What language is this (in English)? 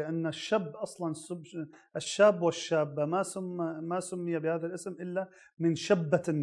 Arabic